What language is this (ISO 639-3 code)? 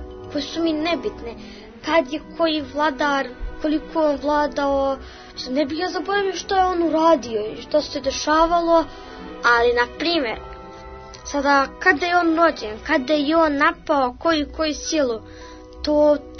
srp